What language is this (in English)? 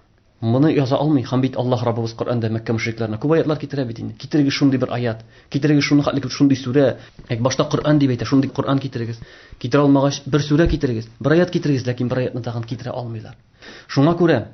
Tatar